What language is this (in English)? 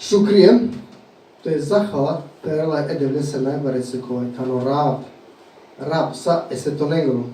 Balkan Romani